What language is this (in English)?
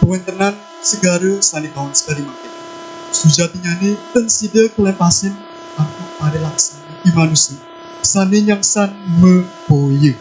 Balinese